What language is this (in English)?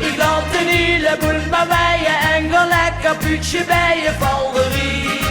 Limburgish